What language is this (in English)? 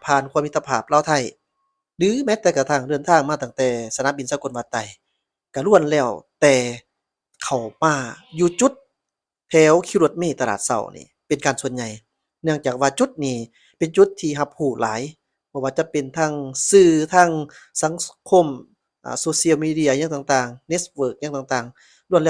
Lao